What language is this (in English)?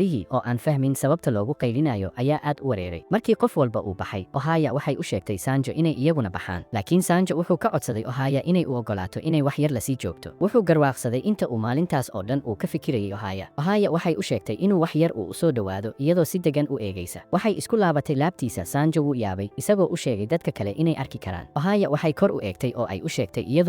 Somali